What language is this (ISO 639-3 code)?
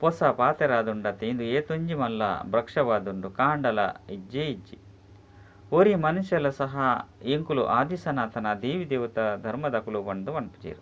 tcy